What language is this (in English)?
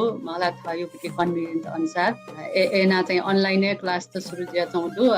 Newari